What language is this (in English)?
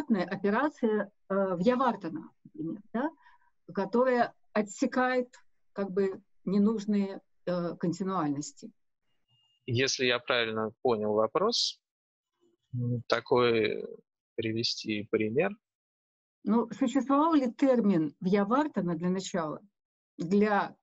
Russian